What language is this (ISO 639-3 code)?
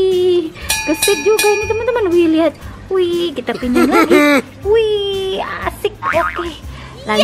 ind